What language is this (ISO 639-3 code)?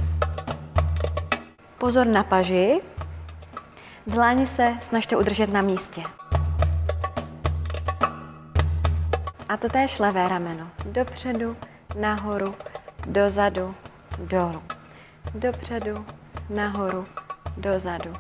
ces